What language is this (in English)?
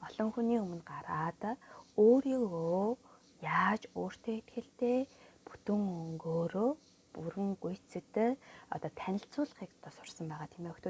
Mongolian